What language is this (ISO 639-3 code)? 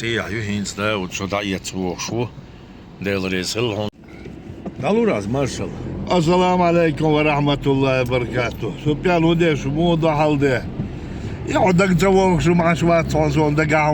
che